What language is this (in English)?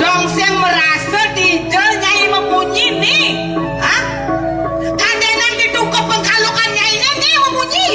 Balinese